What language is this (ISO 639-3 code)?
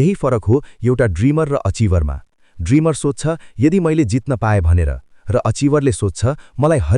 nep